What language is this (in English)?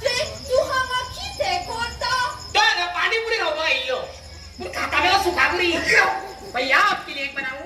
Konkani